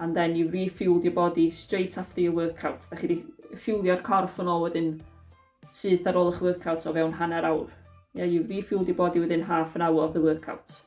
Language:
Welsh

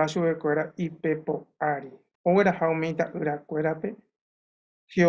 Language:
Guarani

